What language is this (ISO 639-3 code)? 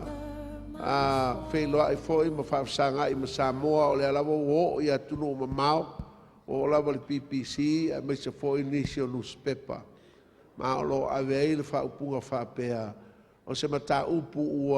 smo